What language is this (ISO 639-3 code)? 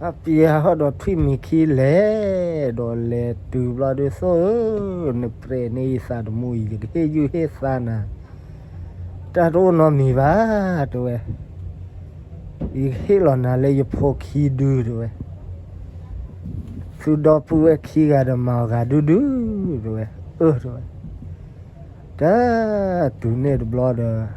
ksw